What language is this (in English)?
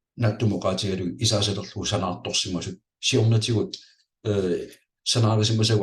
Kalaallisut